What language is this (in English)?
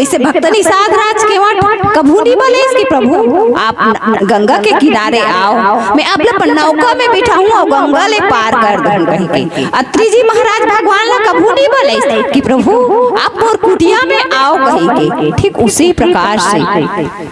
Chhattisgarhi